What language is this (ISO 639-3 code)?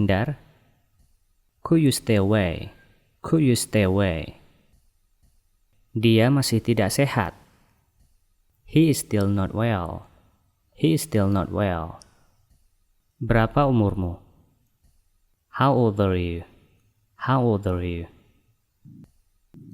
ind